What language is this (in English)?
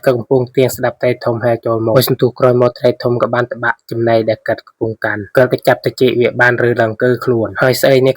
Khmer